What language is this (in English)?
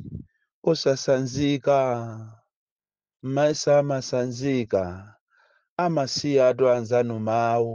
Nyanja